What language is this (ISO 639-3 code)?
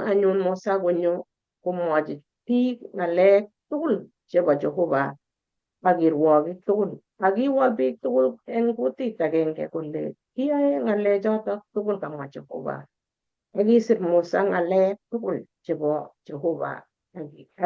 kln